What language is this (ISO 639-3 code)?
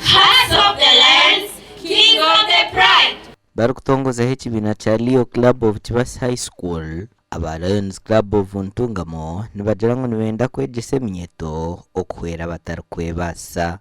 nyn